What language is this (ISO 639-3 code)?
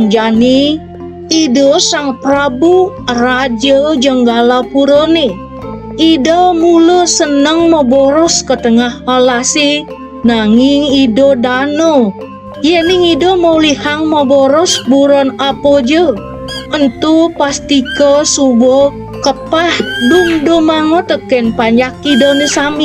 ban